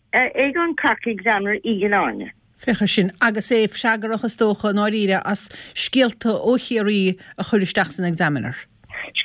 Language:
Irish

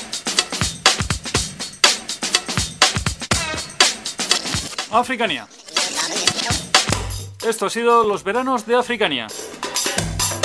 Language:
Spanish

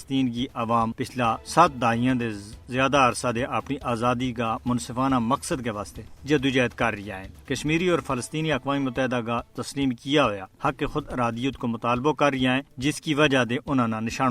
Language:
Gujari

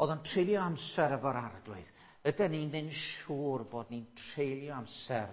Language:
Welsh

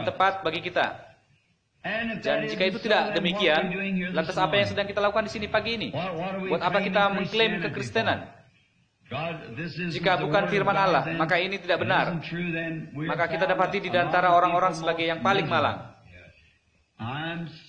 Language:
Indonesian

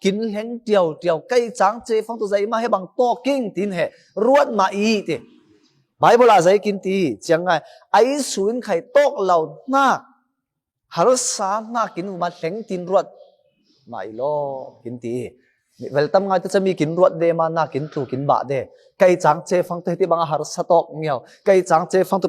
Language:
Falam Chin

